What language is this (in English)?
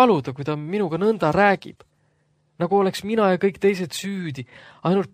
Estonian